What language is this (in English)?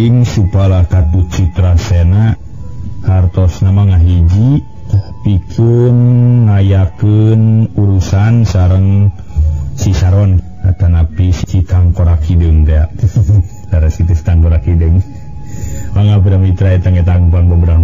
Sundanese